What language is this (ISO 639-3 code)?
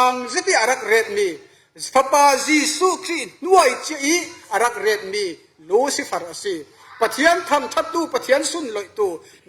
cfm